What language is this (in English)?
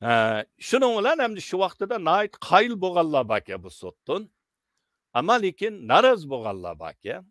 Uyghur